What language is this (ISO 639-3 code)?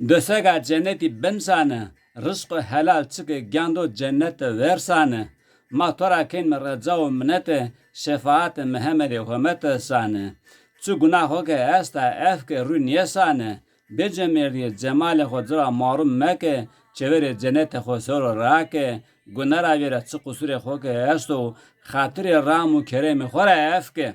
zza